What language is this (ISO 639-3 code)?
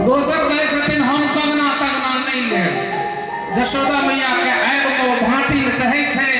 mai